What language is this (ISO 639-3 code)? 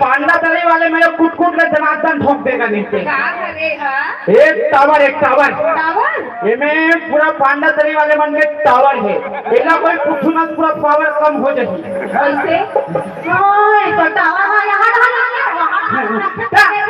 hne